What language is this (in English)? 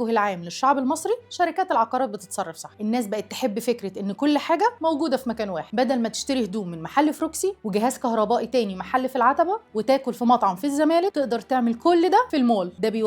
Egyptian Arabic